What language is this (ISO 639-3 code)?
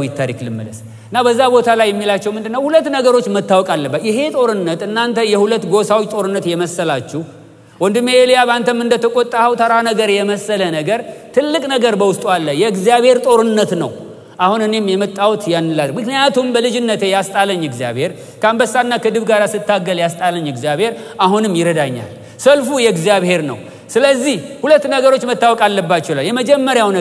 amh